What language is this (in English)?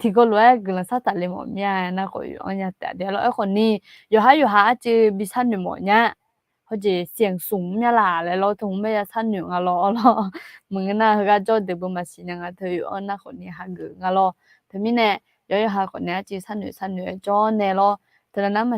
Akha